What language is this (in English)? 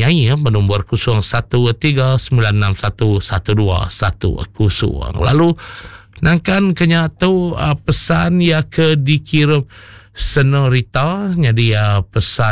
Iban